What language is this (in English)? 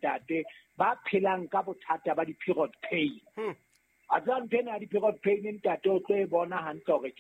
Southern Sotho